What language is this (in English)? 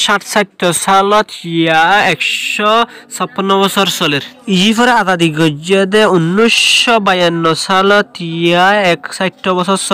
Rohingya